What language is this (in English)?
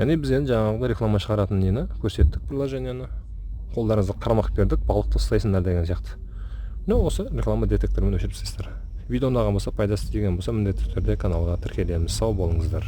Kazakh